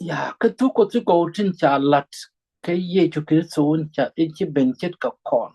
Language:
Nuer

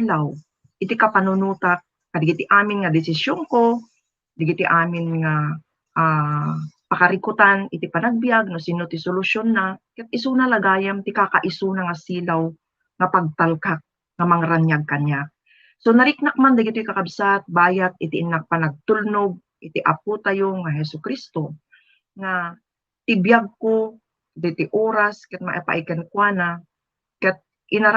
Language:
Iloko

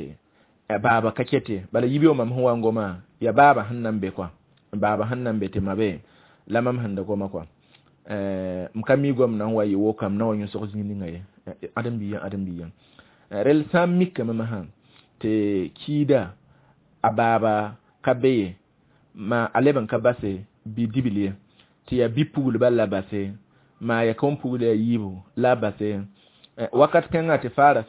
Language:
Mossi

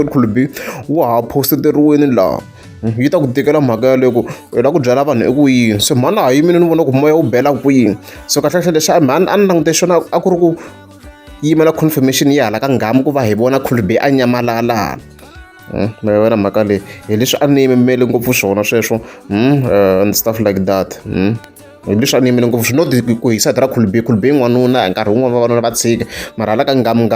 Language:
Tsonga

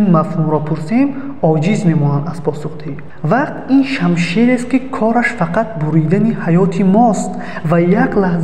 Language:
Tajik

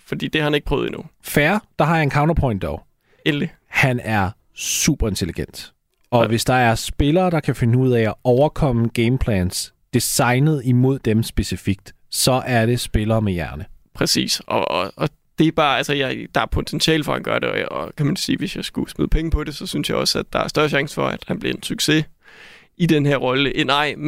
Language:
Danish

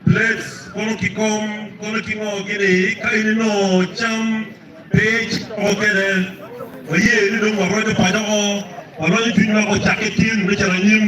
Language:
Acoli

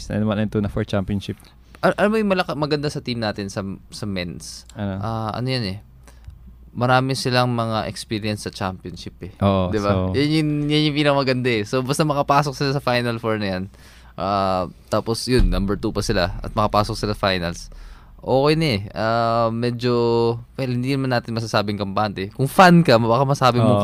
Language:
Filipino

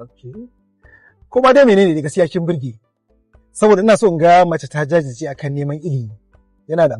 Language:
Hausa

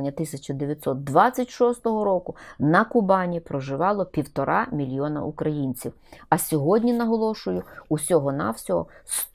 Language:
Ukrainian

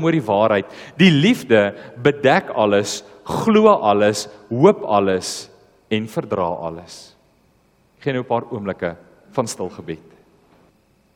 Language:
Afrikaans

